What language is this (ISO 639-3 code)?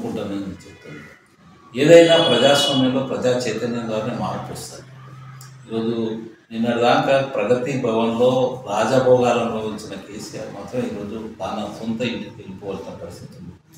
tel